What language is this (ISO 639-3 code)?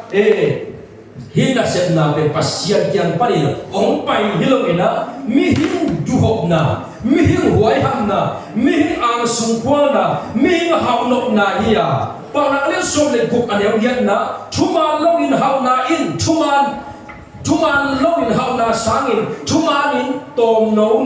ctd